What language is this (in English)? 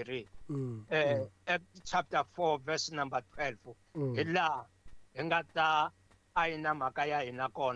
Tsonga